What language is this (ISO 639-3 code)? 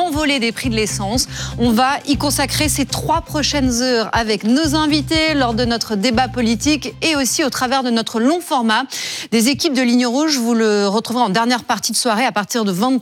fra